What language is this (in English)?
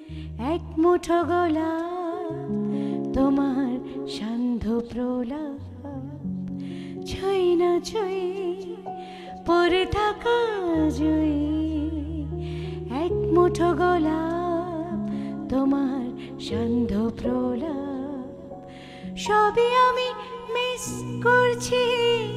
Bangla